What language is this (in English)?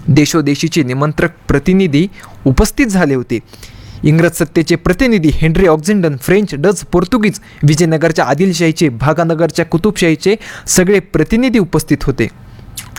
Marathi